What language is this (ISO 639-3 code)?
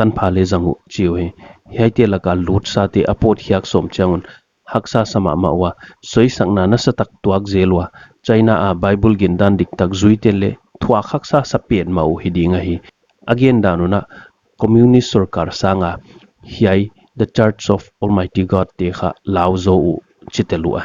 pck